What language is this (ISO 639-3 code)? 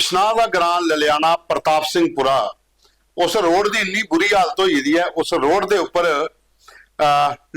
doi